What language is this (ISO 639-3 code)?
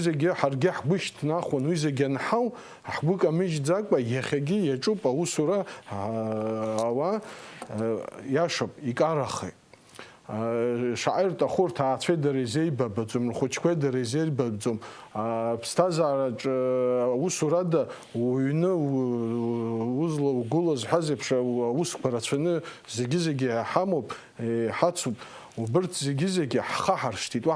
abk